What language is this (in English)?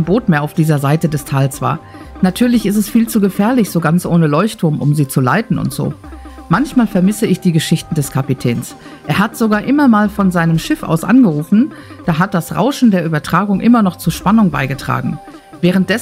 German